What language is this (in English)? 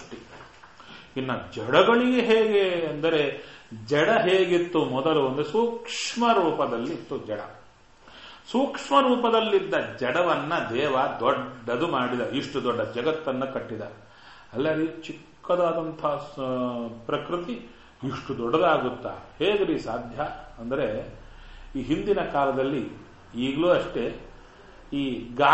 Kannada